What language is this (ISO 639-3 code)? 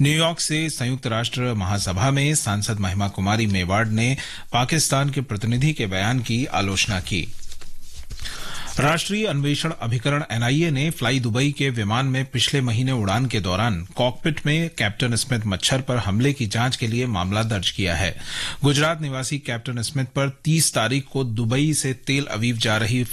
hin